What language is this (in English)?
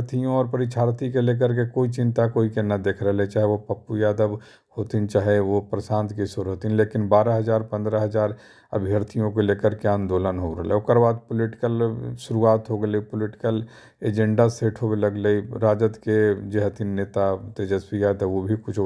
Magahi